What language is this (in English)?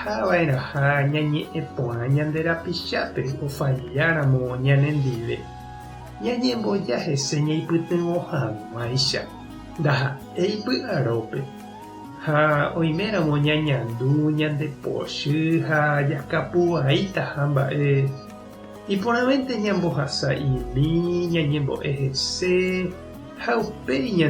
Guarani